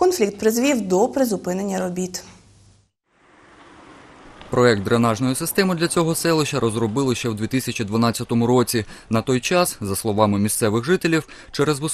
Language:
Ukrainian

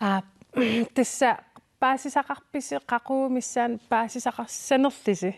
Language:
Kalaallisut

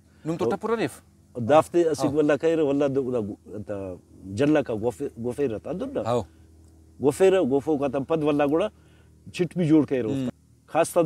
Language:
Brahui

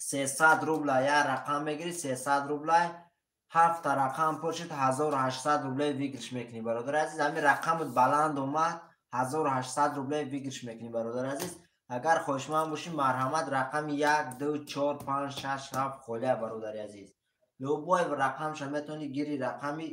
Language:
Tajik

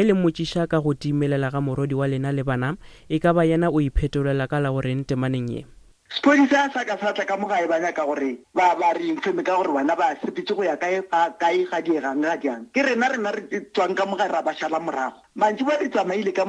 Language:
Northern Sotho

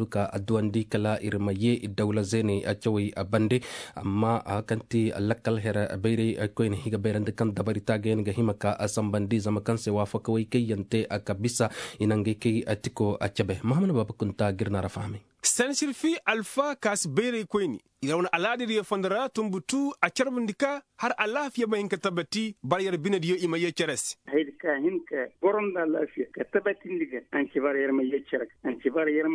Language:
Koyraboro Senni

